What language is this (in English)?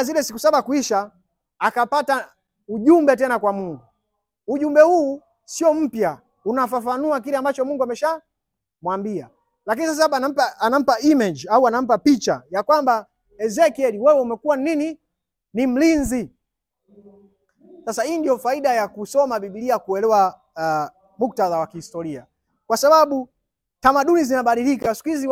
Swahili